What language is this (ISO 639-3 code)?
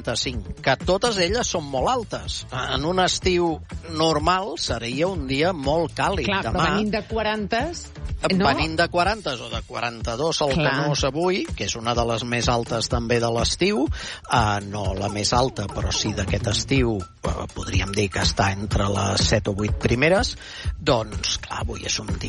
cat